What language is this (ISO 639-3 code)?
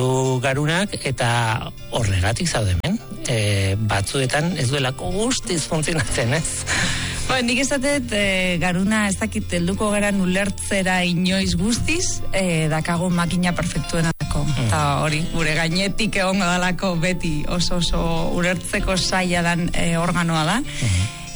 eus